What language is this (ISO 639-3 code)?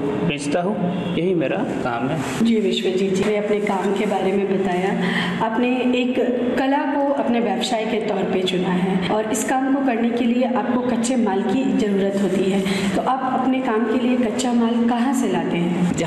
hin